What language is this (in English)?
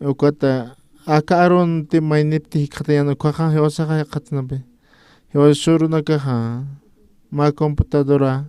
Aymara